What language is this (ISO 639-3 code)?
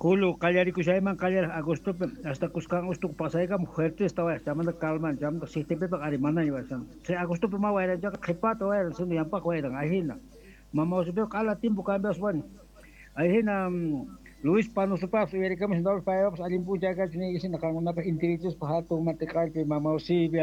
quh